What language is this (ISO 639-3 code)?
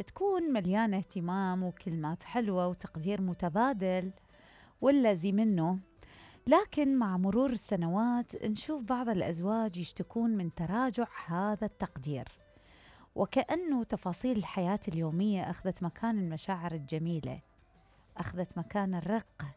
acm